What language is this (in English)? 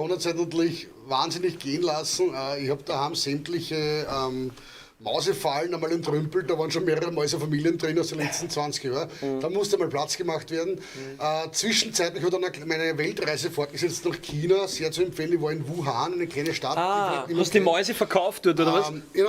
Bavarian